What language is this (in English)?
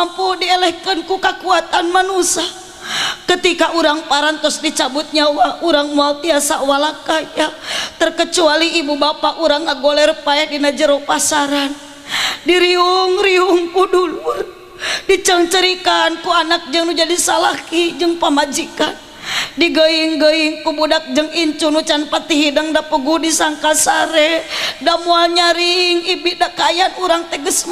Sundanese